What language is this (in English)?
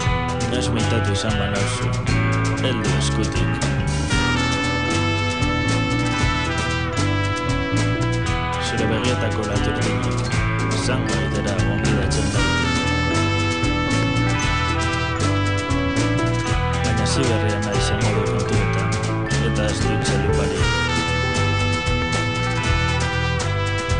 Basque